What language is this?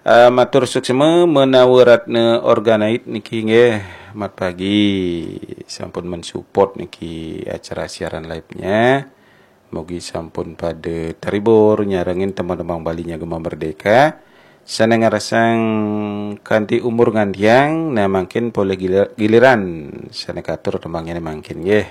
Balinese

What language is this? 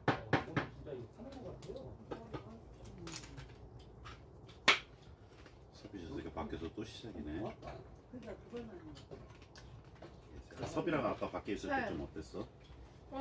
Korean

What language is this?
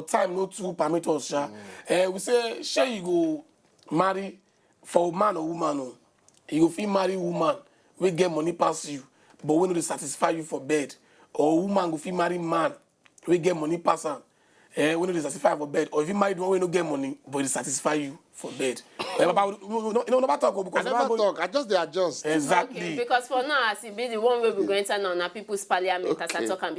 Nigerian Pidgin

